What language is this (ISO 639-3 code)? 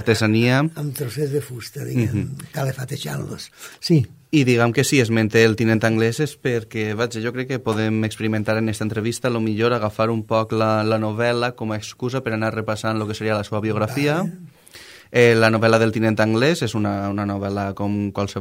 cat